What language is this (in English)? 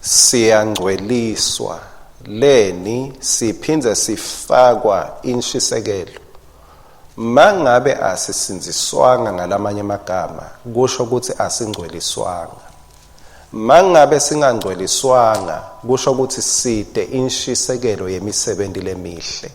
Swati